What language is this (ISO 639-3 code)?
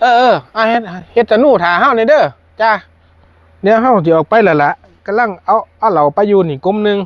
tts